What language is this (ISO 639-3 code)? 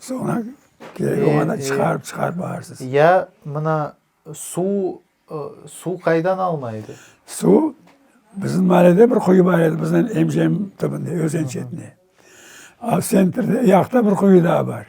crh